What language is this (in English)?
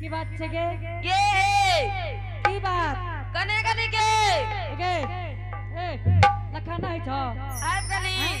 Angika